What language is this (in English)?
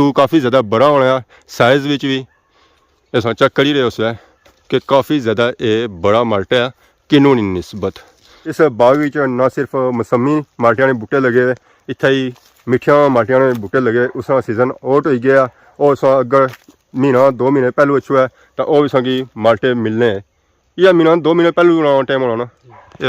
Pahari-Potwari